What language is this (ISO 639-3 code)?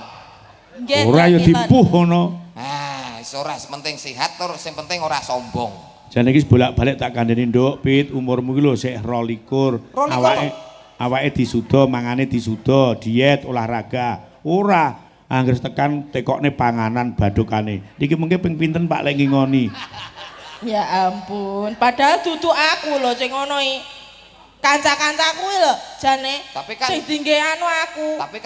jav